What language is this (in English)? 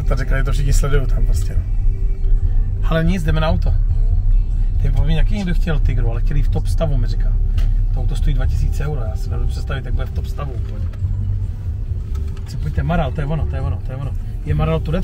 Czech